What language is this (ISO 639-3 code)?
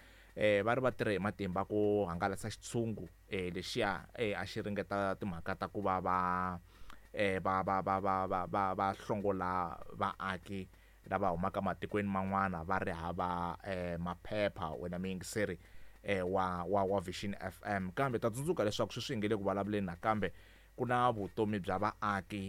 tso